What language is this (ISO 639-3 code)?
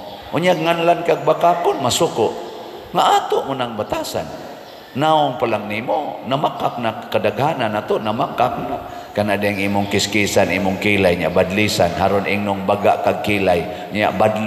ceb